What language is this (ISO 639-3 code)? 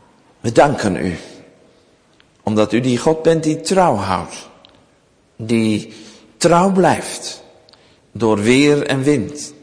nld